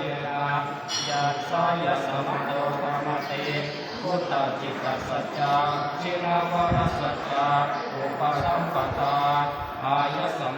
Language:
Pali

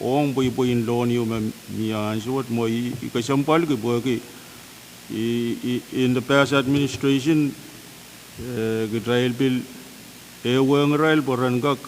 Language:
Pohnpeian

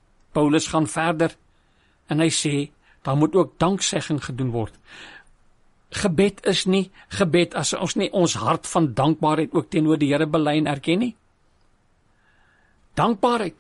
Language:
Afrikaans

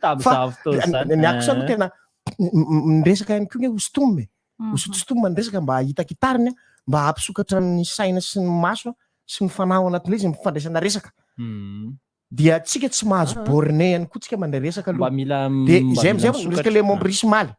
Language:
Malagasy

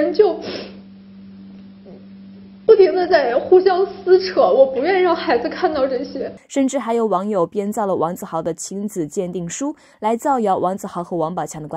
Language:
Chinese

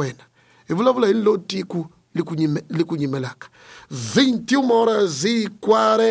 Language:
Tsonga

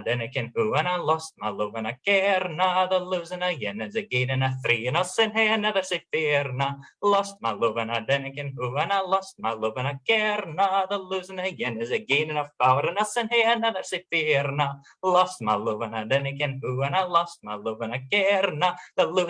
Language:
Scots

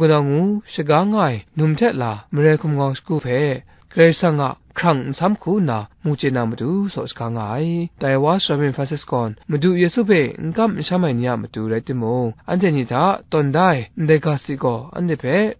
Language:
Kachin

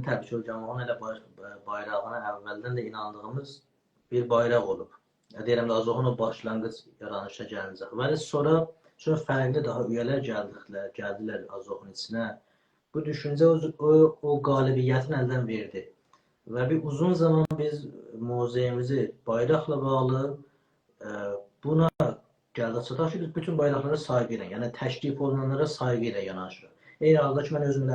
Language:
South Azerbaijani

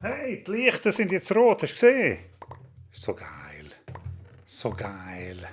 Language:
Swiss German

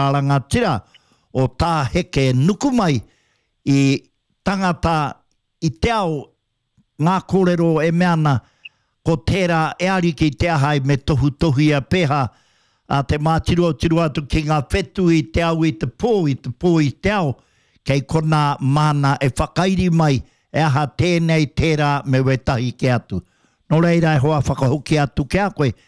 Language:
Māori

